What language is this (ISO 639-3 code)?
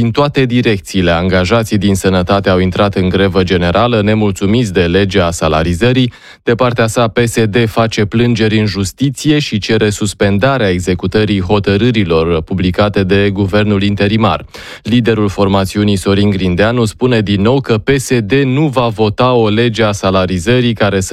ron